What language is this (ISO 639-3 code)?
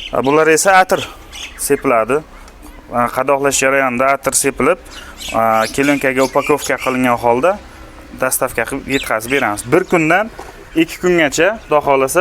uzb